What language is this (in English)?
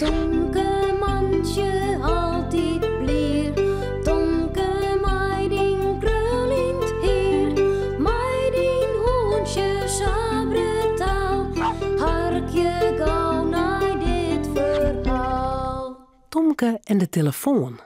Western Frisian